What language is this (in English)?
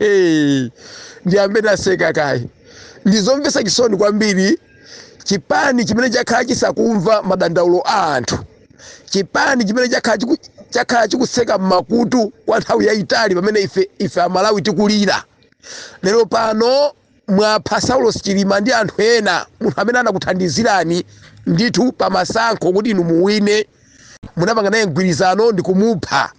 Nyanja